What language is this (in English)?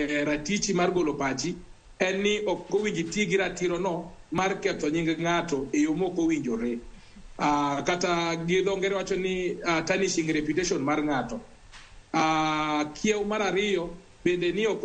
Luo (Kenya and Tanzania)